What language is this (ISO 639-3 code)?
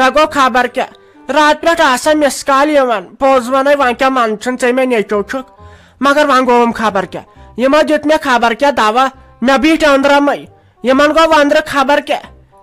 kas